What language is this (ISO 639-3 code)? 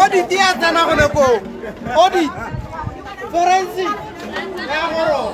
tsn